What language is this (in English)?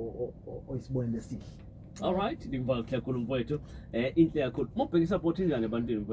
Zulu